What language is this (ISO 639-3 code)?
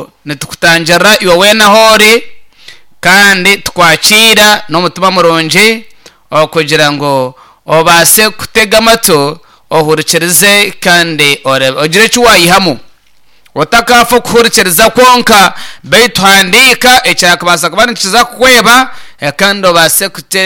nyn